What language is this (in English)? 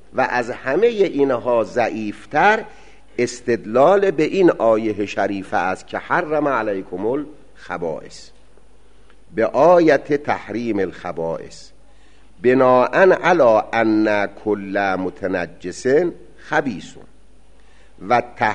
Persian